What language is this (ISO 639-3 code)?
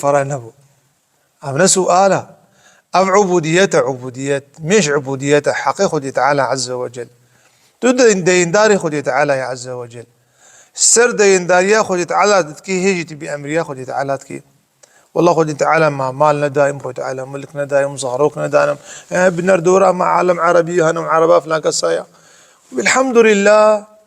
kur